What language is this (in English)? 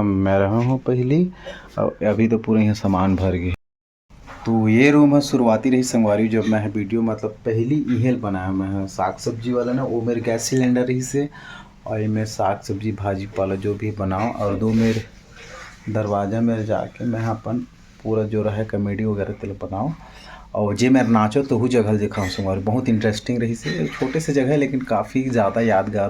Chhattisgarhi